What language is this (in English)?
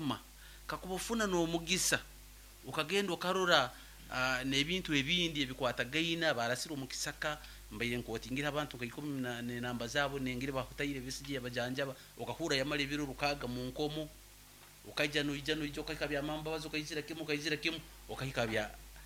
Nyankole